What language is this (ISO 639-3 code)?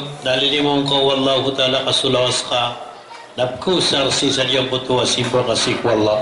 mrw